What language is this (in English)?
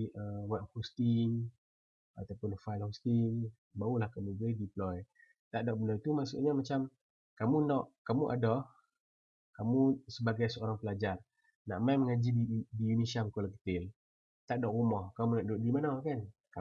Malay